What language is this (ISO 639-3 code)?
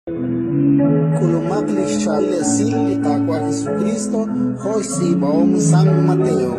kek